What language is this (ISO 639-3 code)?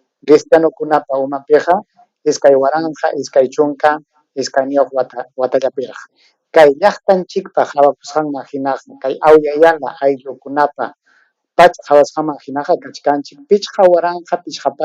quy